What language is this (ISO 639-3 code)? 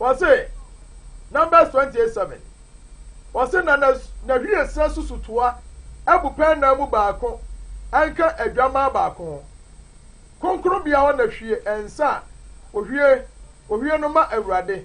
aka